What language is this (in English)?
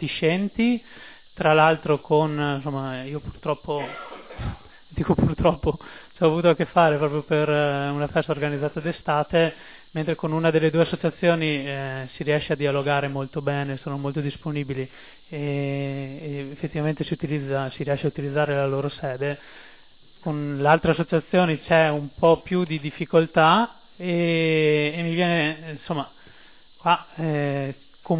Italian